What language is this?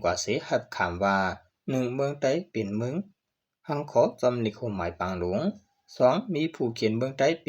Shan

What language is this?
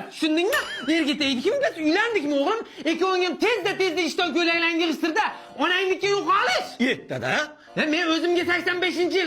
Uzbek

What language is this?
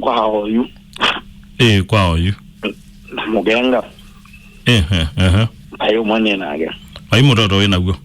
Kamba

